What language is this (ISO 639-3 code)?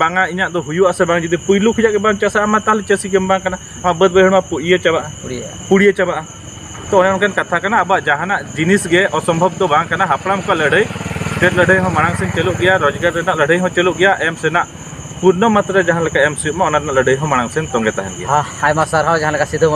sat